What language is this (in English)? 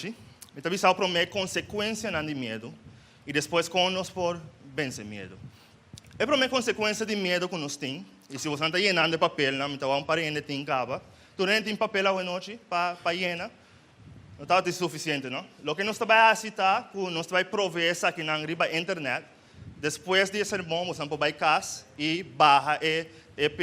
Papiamento